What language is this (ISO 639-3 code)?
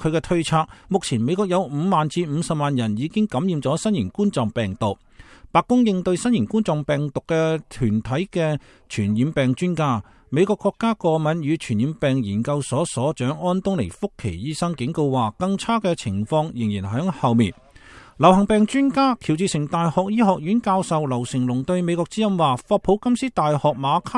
yue